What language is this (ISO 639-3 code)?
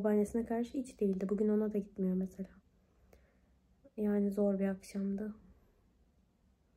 tur